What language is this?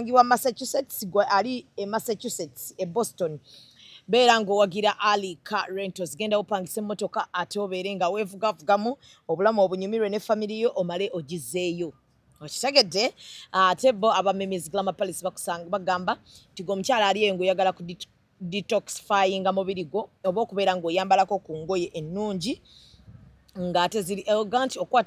Ganda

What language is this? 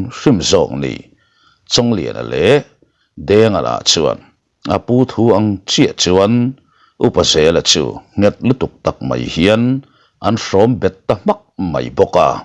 Mizo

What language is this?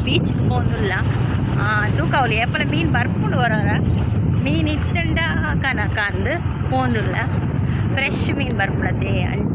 Tulu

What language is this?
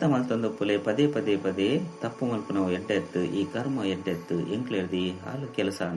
Tulu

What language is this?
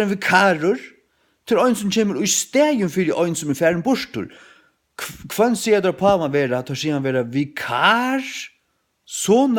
Faroese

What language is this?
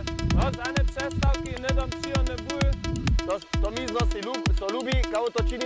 Upper Sorbian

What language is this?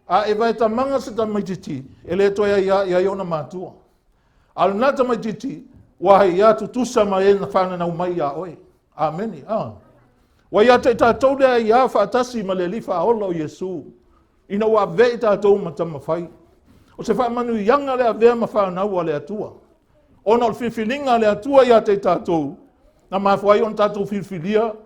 Samoan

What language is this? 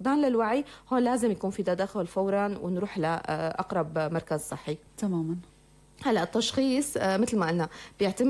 North Levantine Arabic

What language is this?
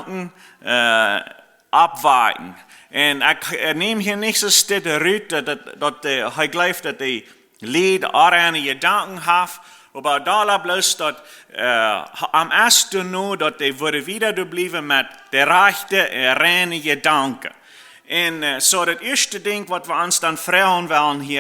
Plautdietsch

